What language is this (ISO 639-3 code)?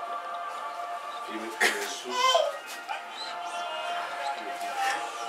bul